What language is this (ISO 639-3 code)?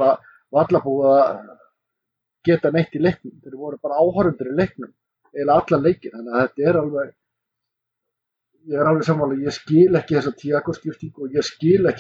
isl